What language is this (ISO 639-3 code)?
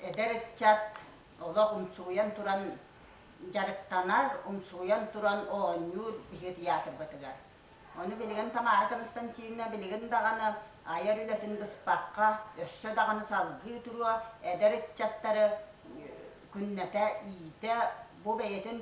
sah